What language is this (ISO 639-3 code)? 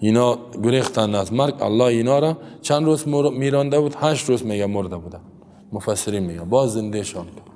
fas